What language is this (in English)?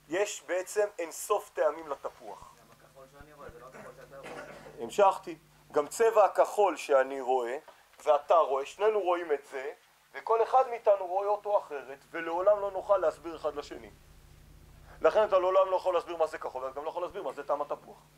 Hebrew